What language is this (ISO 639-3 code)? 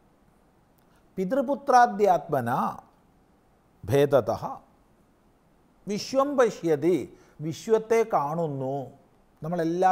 mal